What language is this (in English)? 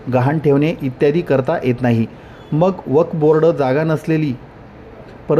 Marathi